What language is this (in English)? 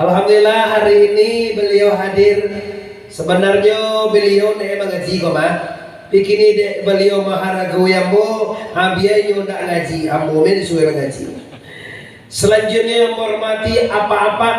Minangkabau